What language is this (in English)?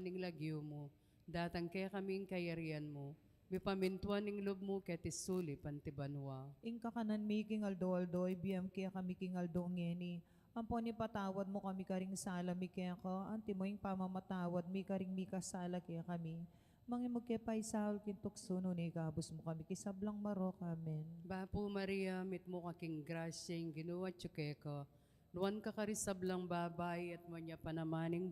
Pampanga